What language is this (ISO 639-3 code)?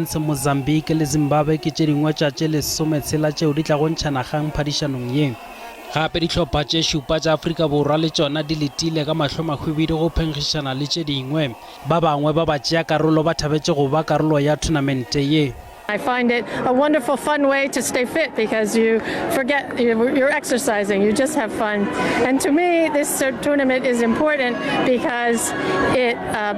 nso